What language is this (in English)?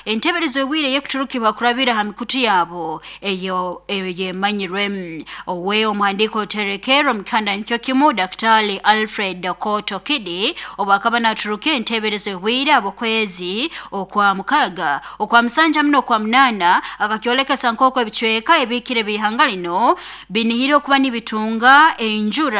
Nyoro